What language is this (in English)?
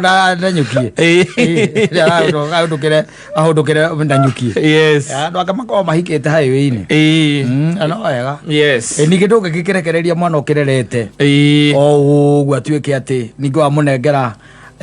Kikuyu